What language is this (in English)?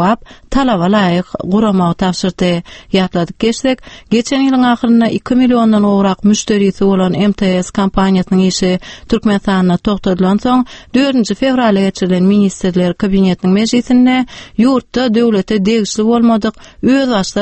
Turkmen